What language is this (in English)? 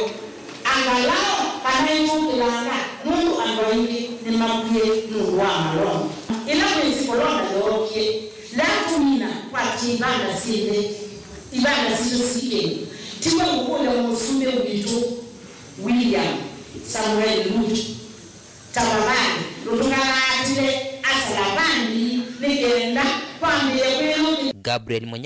Kamba